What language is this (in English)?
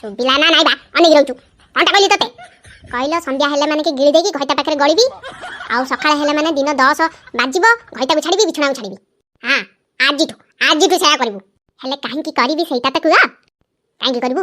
Odia